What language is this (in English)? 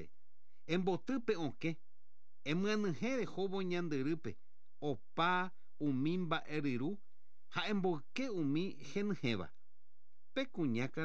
Guarani